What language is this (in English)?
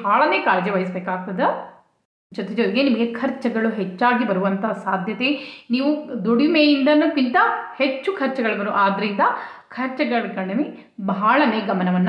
Kannada